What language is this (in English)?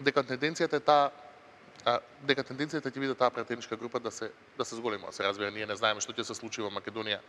Macedonian